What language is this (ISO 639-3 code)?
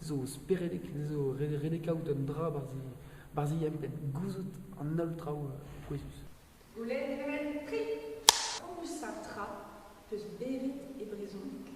bre